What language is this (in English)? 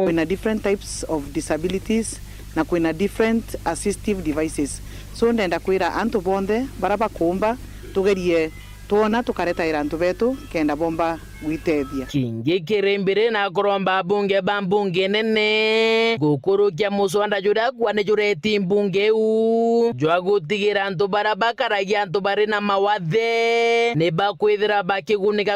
Meru